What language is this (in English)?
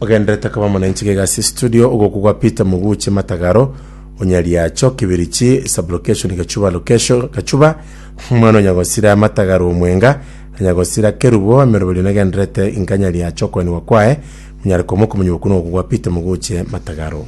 Gusii